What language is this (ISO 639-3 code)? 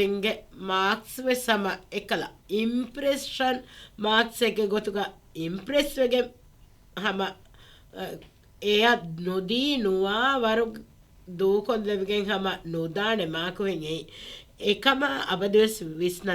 div